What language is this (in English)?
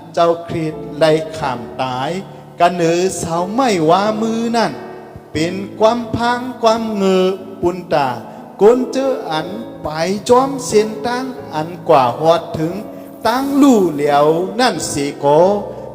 Shan